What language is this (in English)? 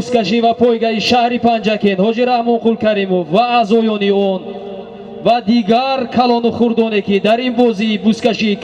Tajik